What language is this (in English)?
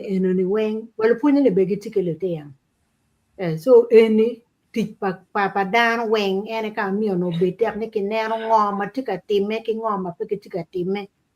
Acoli